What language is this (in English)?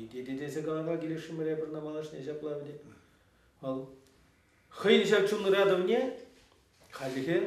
Chuvash